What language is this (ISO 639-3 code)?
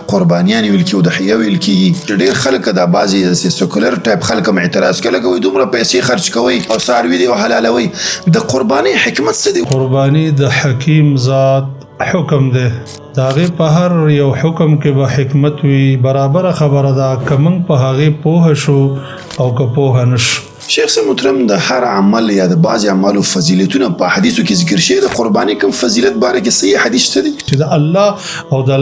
pus